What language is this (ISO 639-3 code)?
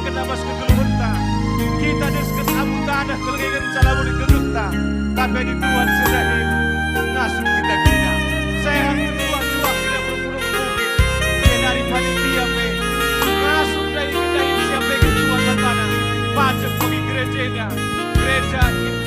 btx